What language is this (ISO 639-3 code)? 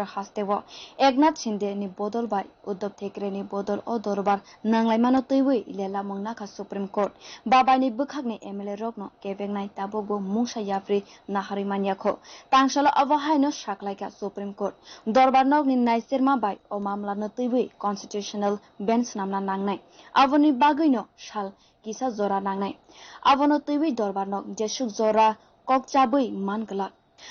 trp